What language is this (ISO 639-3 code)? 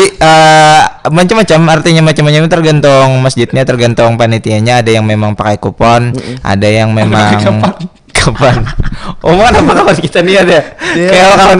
bjn